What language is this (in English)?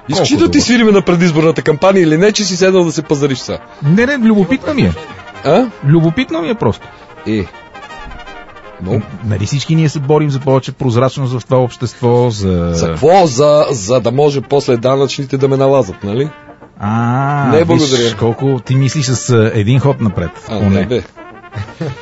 Bulgarian